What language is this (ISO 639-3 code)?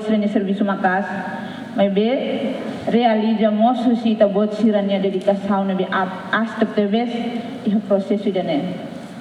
tet